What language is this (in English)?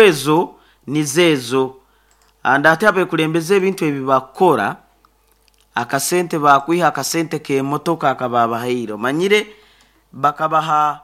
Nyoro